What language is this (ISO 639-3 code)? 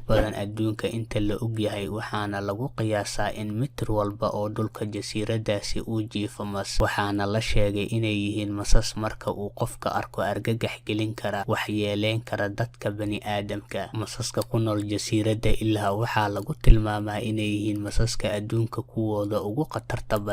som